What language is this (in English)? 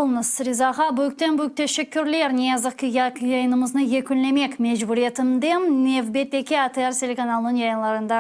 Crimean Tatar